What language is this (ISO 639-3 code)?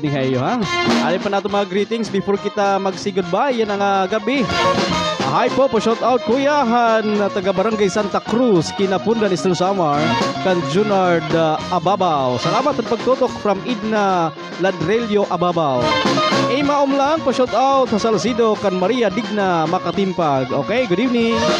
war